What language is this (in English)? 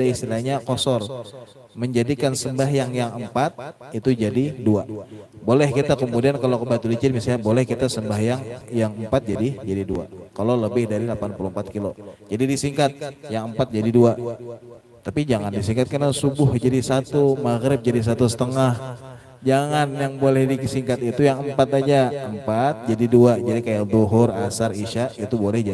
Banjar